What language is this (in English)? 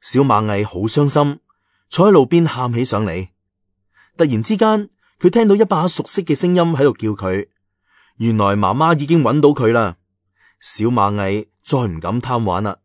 Cantonese